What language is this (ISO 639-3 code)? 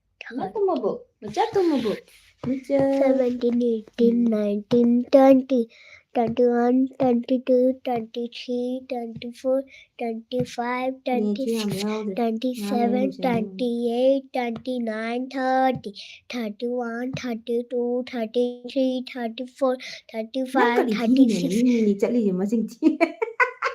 mni